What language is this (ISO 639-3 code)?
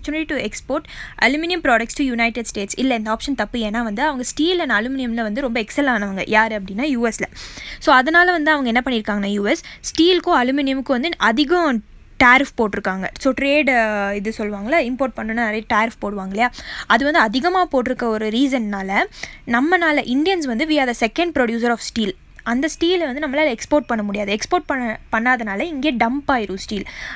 tam